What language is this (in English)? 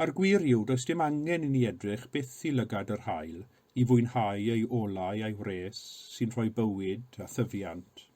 Welsh